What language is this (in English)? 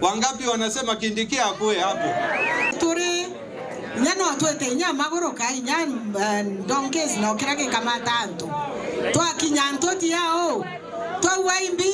Meru